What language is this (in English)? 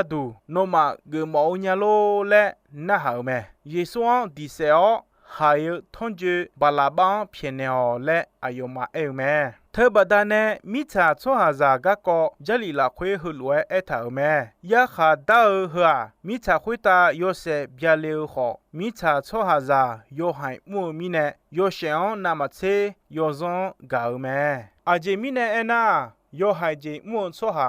Akha